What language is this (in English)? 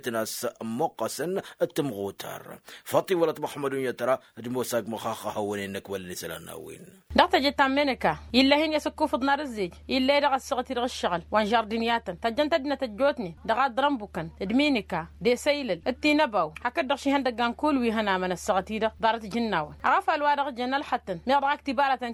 Tamasheq